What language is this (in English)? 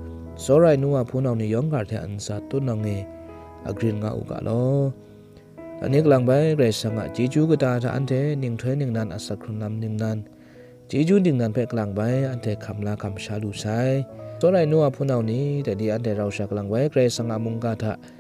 Kachin